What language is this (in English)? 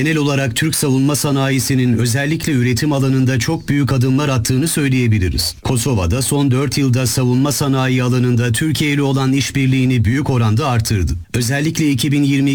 Turkish